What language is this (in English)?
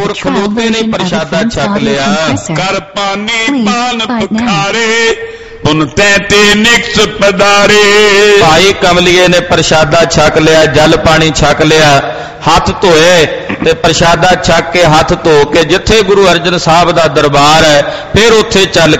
Punjabi